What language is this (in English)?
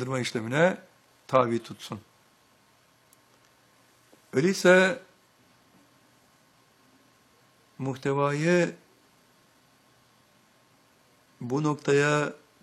Turkish